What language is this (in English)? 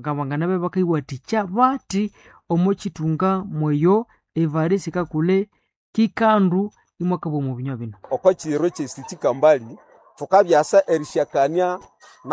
Nande